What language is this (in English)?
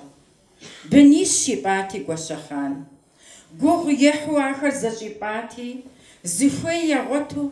Kabardian